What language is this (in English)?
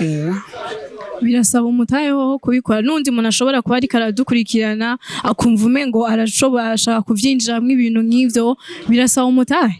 Rundi